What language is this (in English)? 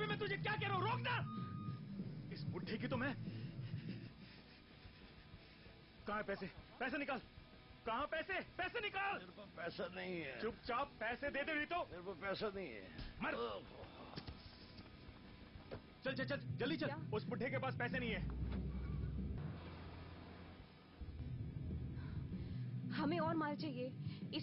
Hindi